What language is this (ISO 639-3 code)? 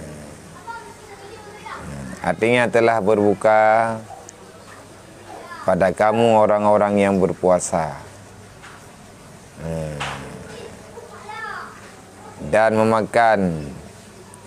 msa